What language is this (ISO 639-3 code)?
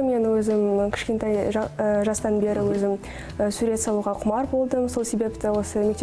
kaz